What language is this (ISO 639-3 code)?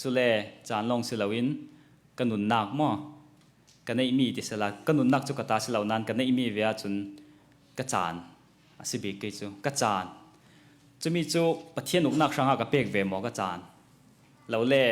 cnh